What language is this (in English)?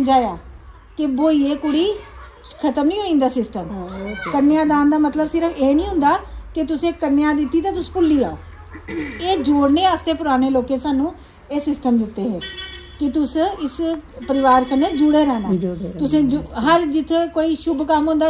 Dogri